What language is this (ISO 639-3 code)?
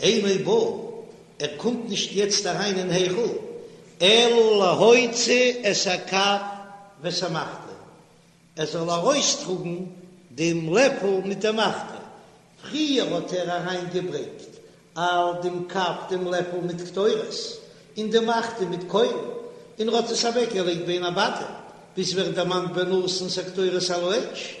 yid